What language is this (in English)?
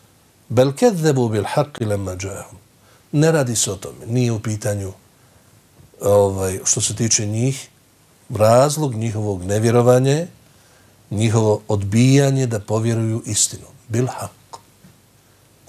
Bosnian